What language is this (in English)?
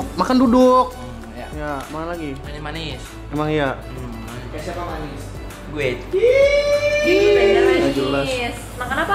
Indonesian